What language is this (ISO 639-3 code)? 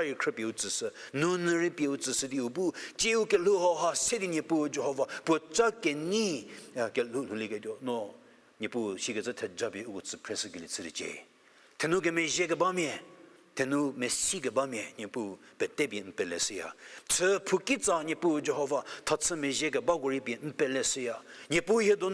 njm